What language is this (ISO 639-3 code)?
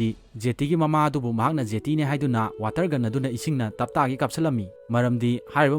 mni